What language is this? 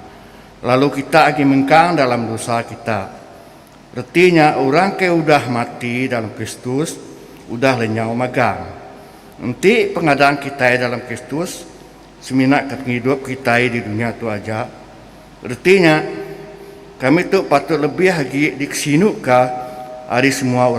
Iban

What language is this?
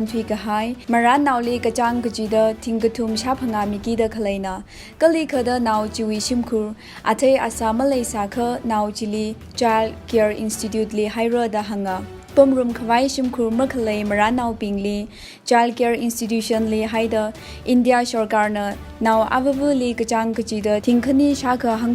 Tangkhul Naga (India)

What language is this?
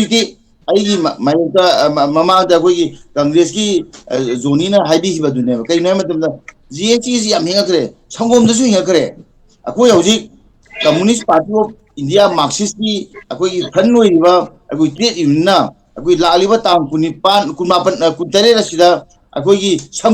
Manipuri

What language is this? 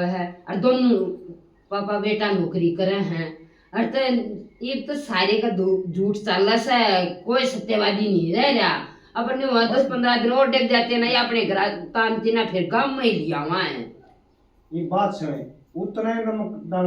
Haryanvi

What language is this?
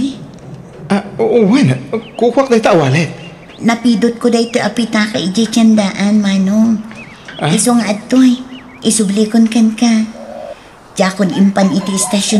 Iloko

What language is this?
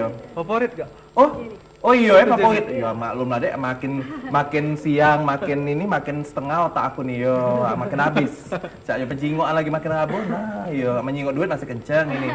Musi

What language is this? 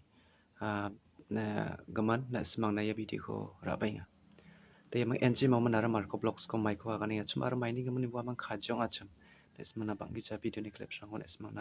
Garo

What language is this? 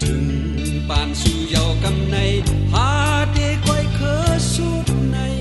Shan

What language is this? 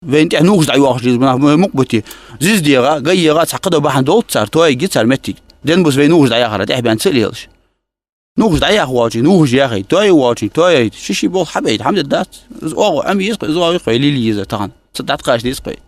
Ingush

